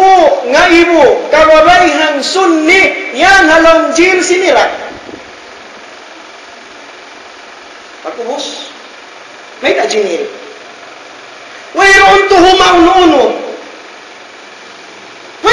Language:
Tausug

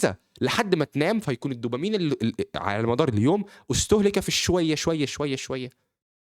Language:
Egyptian Arabic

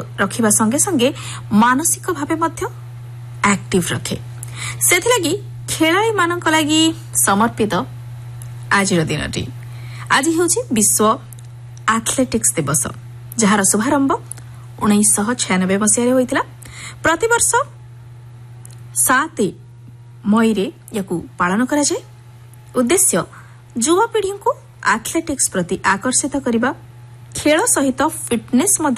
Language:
Odia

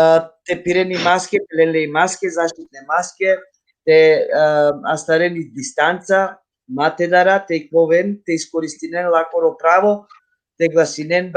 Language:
Balkan Romani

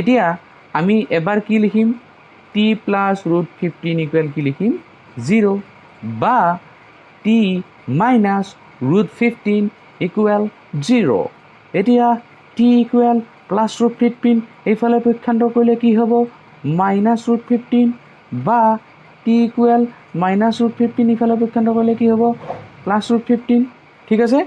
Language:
Assamese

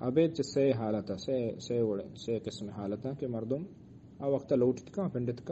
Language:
Eastern Balochi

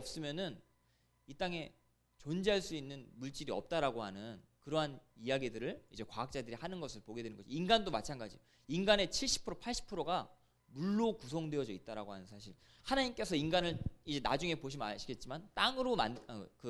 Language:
Korean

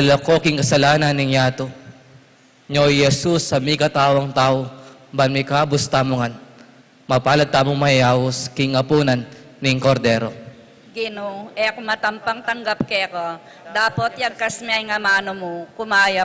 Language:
Pampanga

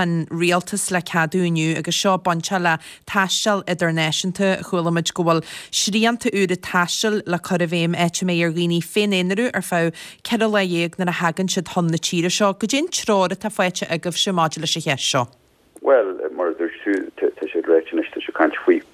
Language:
Irish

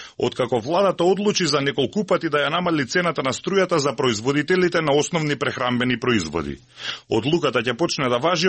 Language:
Macedonian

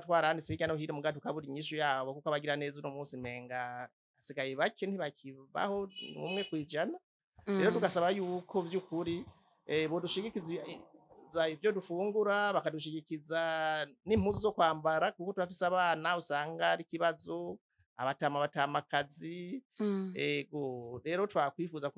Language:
Rundi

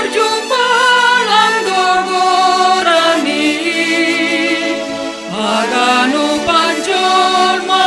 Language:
Batak Simalungun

